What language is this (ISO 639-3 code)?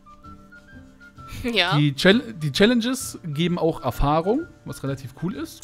deu